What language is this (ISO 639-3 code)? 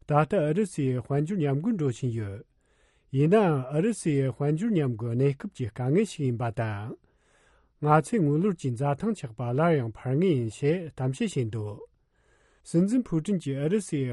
bod